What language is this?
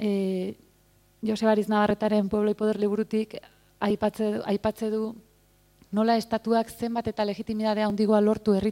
Basque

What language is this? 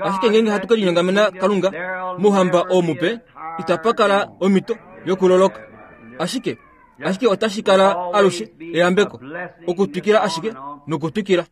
Kuanyama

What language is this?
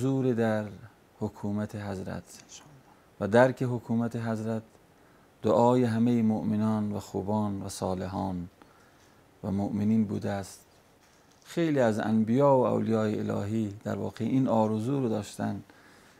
Persian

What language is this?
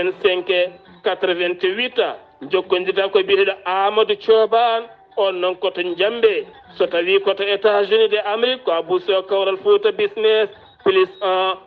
Fula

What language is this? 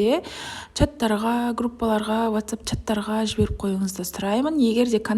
Kazakh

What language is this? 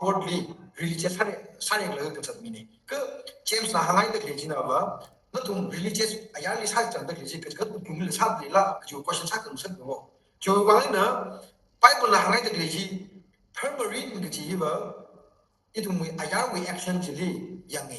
Tangkhul Naga (India)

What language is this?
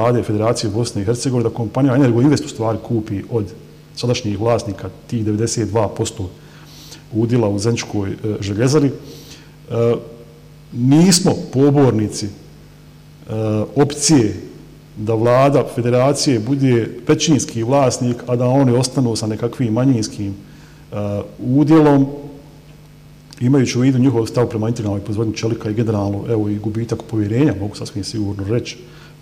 Bosnian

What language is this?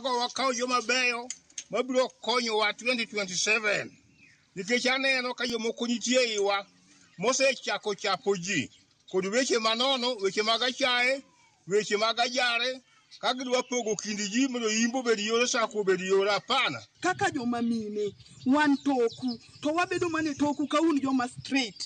Luo (Kenya and Tanzania)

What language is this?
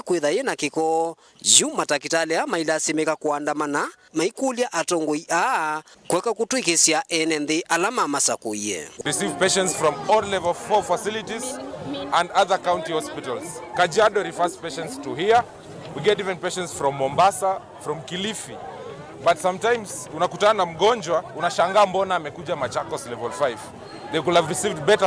Kamba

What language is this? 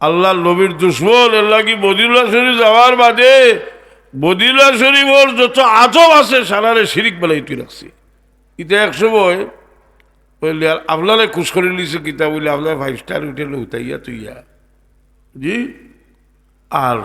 Sylheti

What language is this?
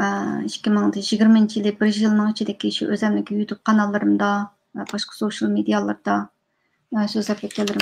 Uyghur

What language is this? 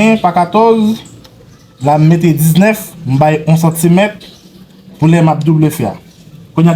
Haitian Creole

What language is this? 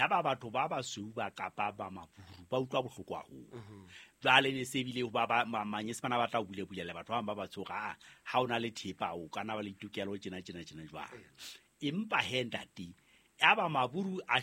Southern Sotho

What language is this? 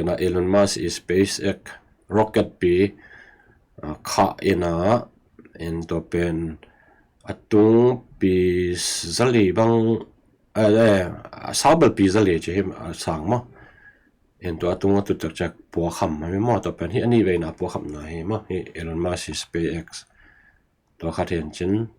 Tedim Chin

